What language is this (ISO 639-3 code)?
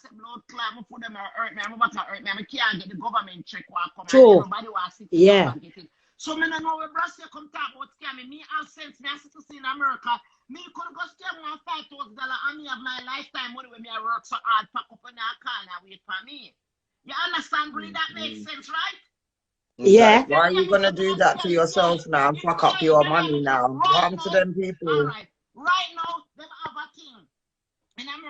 jam